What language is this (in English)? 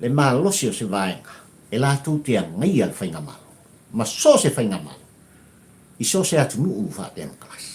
Samoan